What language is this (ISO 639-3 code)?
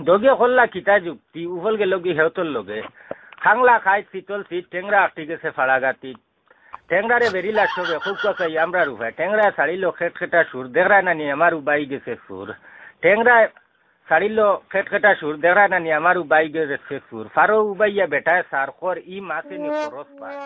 syl